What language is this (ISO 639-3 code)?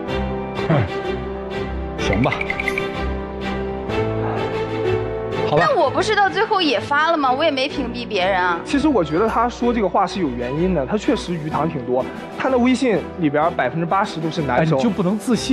zho